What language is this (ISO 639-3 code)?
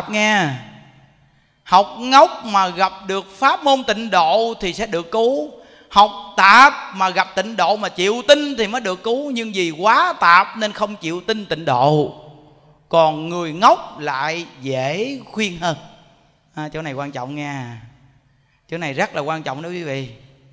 vie